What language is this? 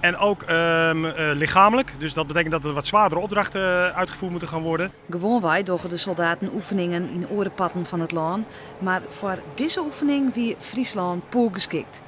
Western Frisian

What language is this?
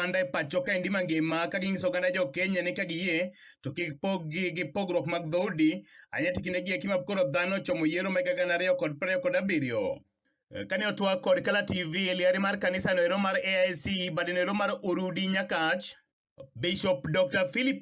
Luo (Kenya and Tanzania)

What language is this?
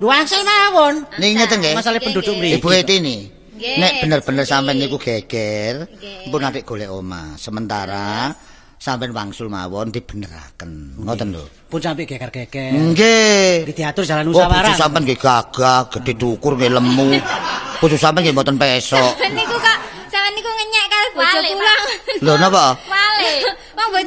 Javanese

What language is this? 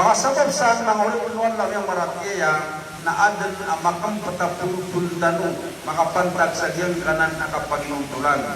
Maranao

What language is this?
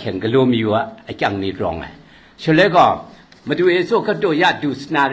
Kachin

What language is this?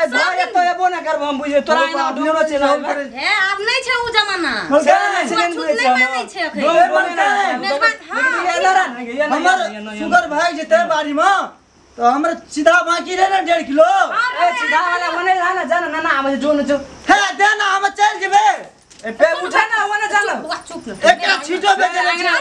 Maithili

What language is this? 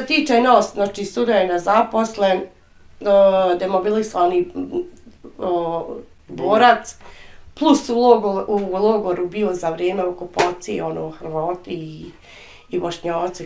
Bosnian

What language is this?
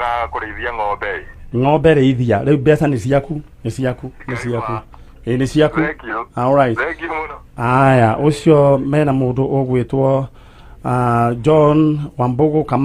Kikuyu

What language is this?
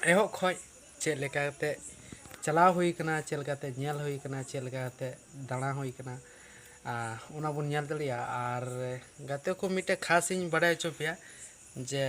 Santali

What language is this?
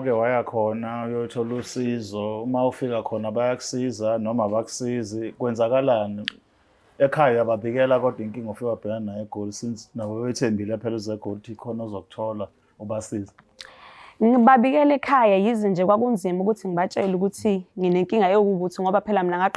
Zulu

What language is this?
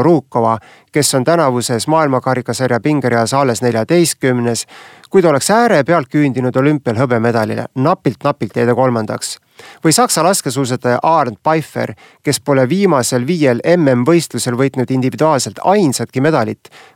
Estonian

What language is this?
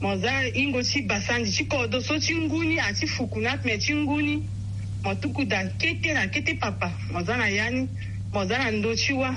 Sango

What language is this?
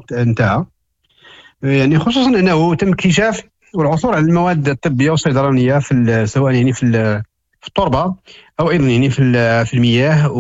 Moroccan Arabic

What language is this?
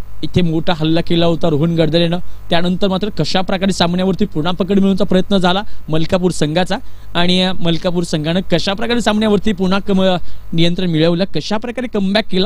Marathi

